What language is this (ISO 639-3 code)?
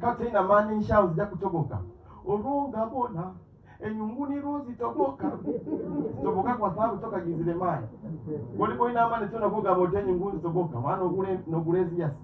swa